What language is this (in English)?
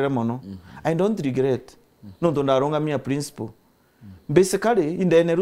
Meru